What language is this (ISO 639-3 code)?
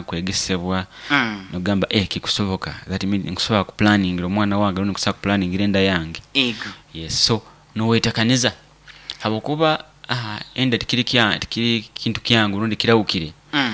nyo